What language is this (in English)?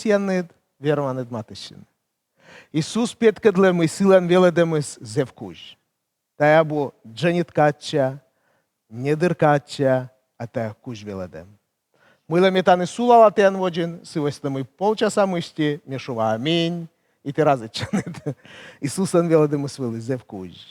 Komi